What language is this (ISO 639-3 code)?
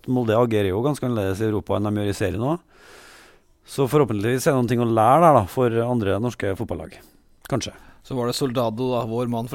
nor